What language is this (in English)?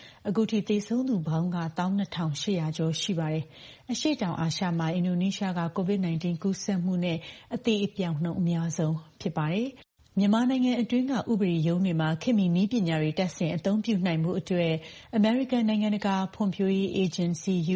Burmese